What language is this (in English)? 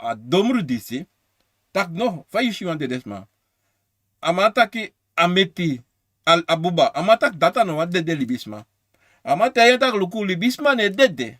Sranan Tongo